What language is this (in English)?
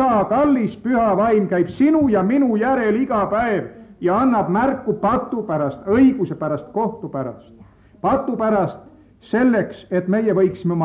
Estonian